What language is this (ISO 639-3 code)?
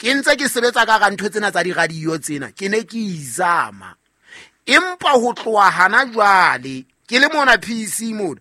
sot